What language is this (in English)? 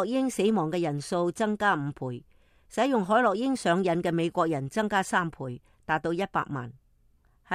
Cantonese